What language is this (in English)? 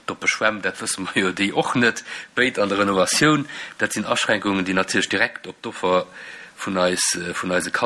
Luxembourgish